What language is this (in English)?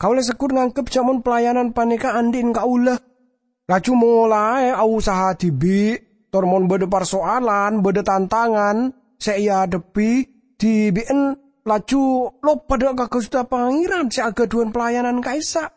Madurese